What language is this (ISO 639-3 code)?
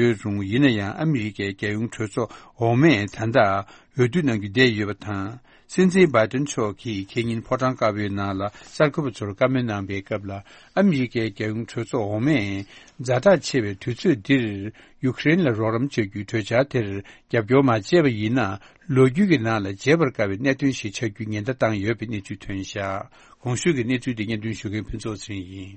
bod